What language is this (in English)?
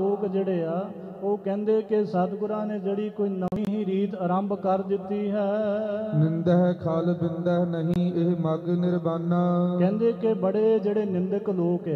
Punjabi